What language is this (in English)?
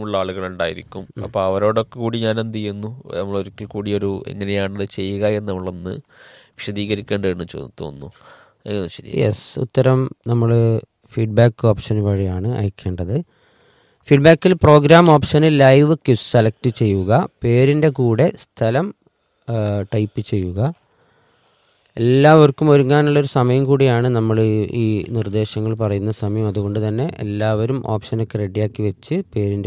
Malayalam